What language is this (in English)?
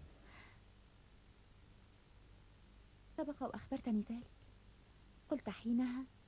Arabic